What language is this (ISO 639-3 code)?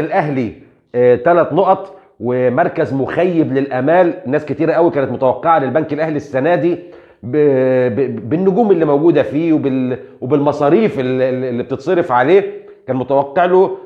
arz